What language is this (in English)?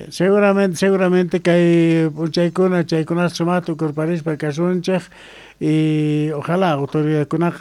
South Bolivian Quechua